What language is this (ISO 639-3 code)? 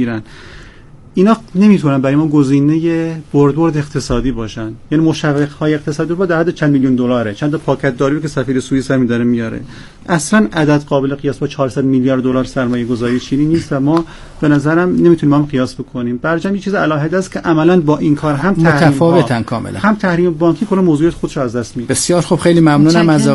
fas